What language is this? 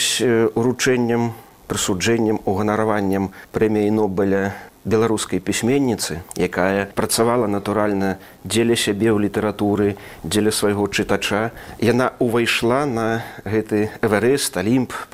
Belarusian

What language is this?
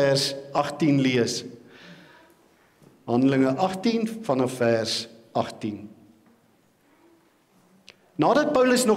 Afrikaans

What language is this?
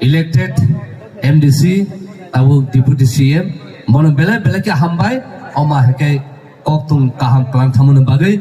Kok Borok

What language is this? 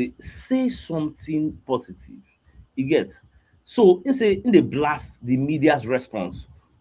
Nigerian Pidgin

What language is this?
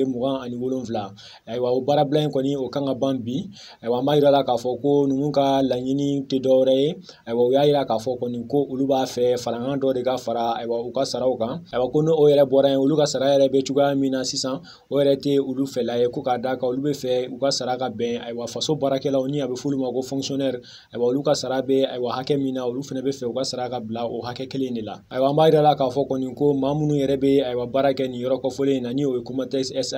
Bambara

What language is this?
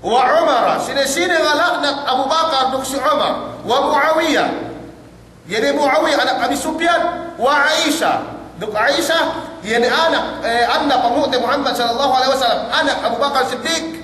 Yakan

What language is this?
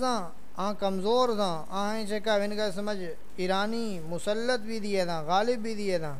Saraiki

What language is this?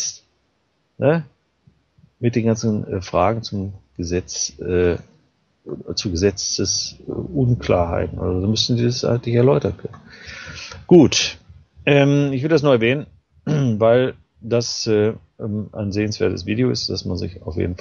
German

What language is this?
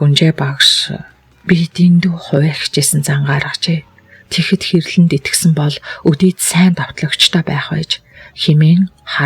Mongolian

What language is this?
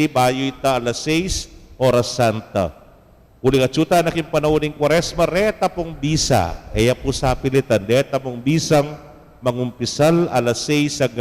Pampanga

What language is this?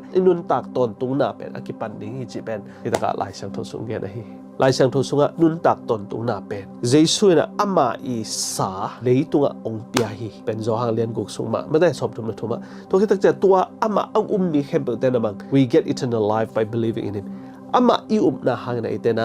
Tedim Chin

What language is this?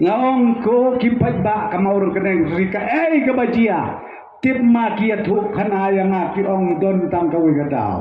Khasi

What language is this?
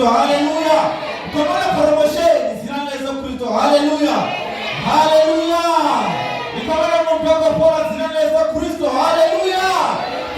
Venda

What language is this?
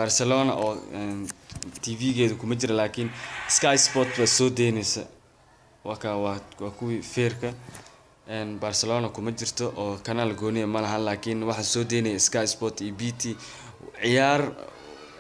Somali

